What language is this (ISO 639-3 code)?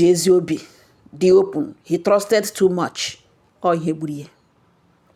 ibo